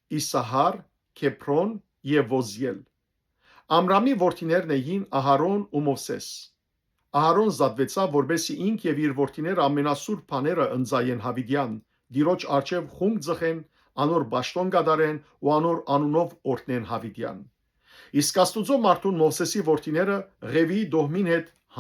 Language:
Western Armenian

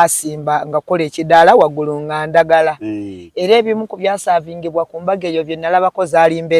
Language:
Ganda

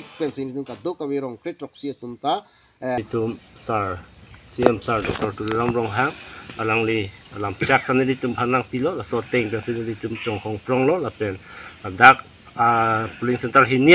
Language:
Karbi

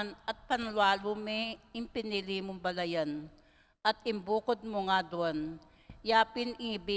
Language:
Pampanga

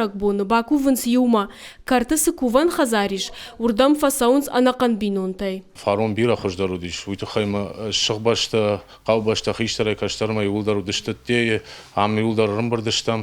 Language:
Ossetic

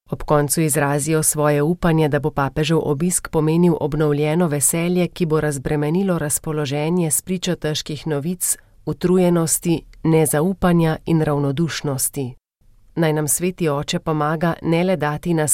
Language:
Slovenian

